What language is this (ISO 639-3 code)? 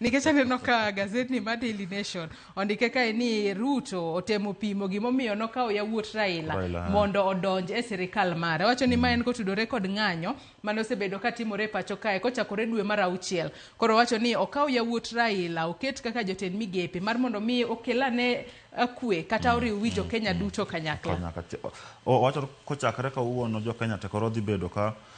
luo